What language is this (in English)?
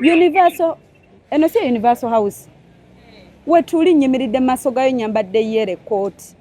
Ganda